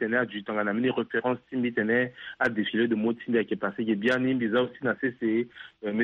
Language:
Sango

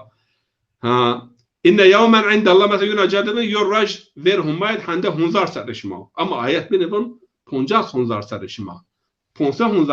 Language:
Zaza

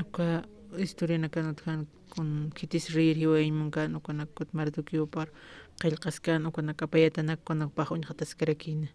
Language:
Aymara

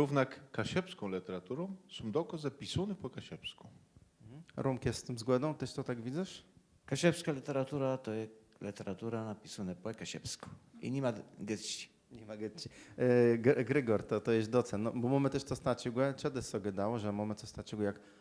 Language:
Kashubian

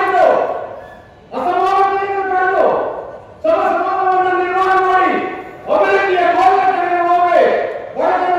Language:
Kannada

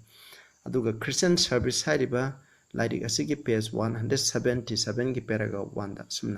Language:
Manipuri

